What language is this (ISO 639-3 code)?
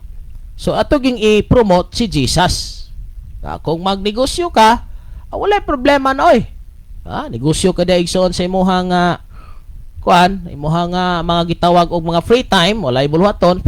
ceb